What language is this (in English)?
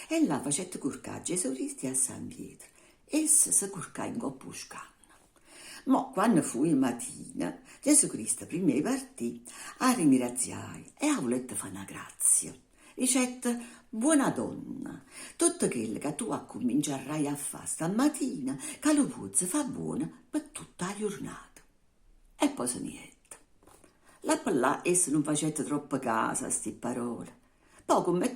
Neapolitan